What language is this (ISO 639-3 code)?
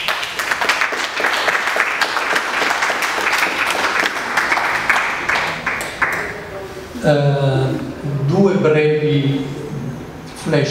ita